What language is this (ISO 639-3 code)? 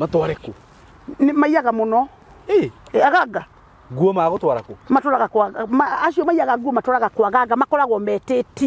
kik